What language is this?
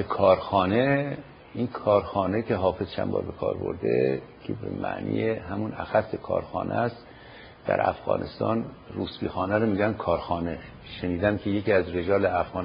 Persian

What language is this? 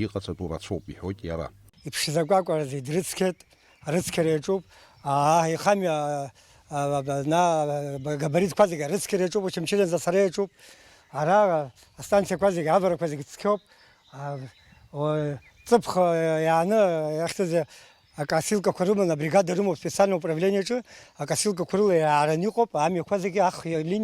Abkhazian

